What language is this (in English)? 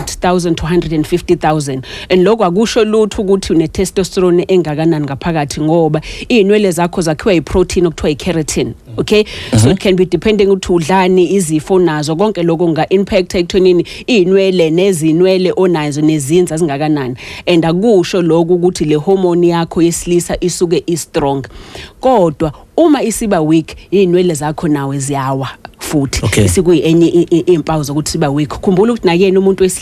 Zulu